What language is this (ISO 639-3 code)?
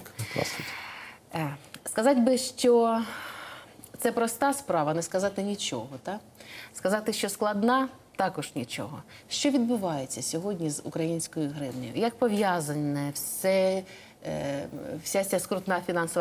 ukr